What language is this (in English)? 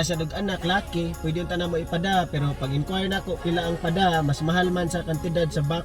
Cebuano